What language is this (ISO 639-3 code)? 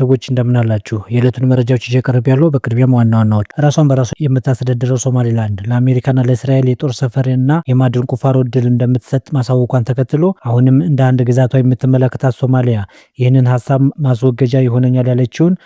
amh